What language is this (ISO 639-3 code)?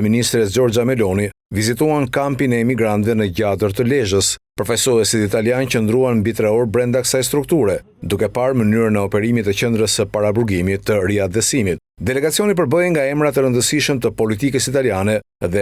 sqi